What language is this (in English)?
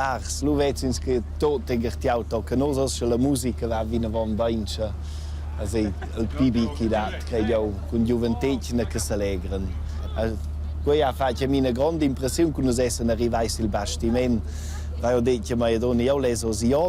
Romansh